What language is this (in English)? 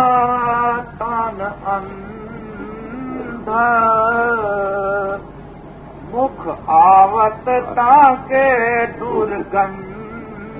Urdu